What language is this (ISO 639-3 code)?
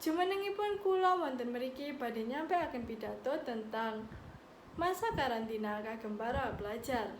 jav